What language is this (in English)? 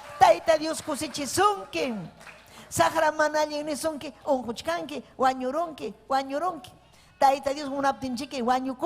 Ayacucho Quechua